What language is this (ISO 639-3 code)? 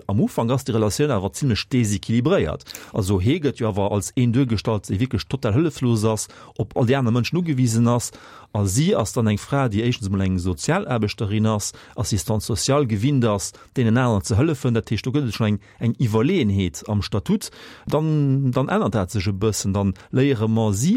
ltz